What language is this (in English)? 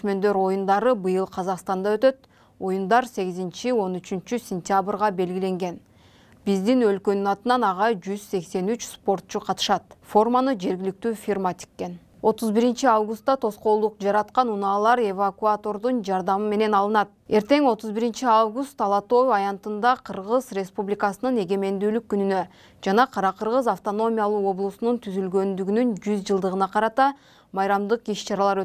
Kyrgyz